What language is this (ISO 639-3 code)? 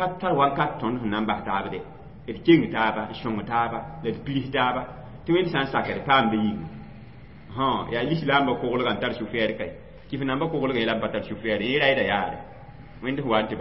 mos